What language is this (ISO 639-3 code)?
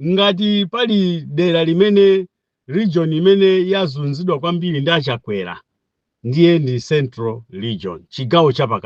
nya